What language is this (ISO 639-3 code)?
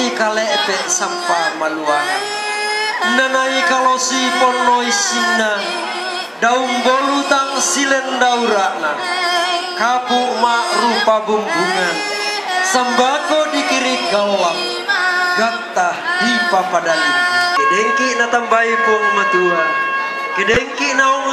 sda